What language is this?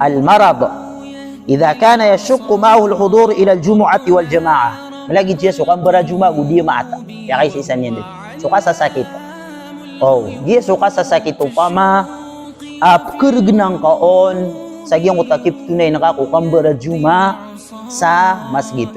Maranao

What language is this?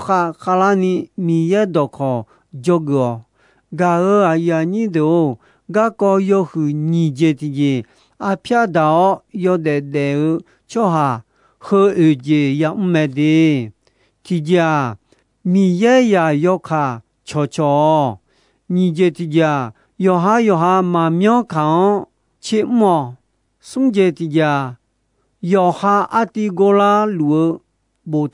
Akha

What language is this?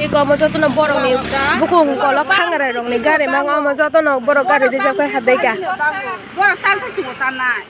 Kok Borok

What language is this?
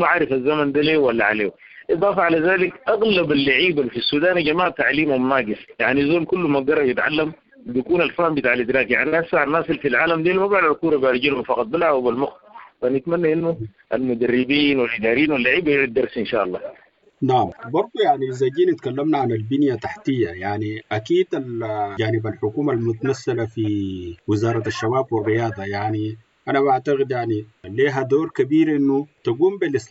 Sudanese Arabic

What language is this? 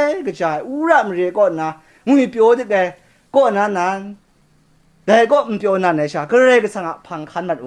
Kachin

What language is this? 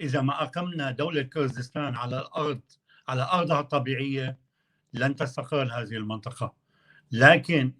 North Levantine Arabic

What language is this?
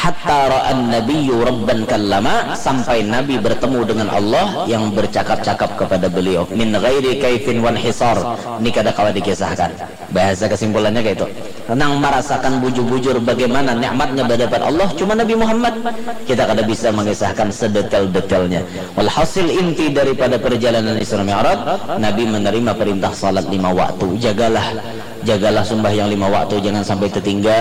Banjar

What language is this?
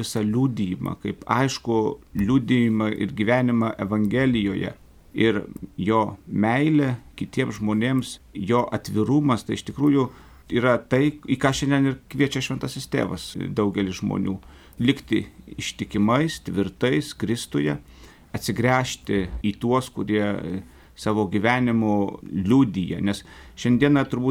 Lithuanian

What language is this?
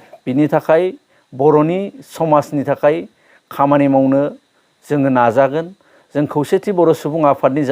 Bodo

